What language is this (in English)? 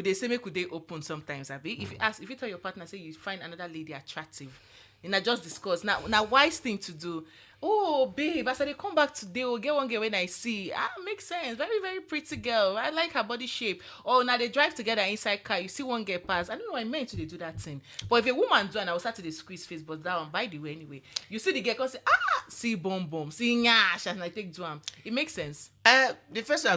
Nigerian Pidgin